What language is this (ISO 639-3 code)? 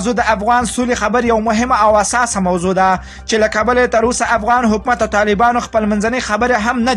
pus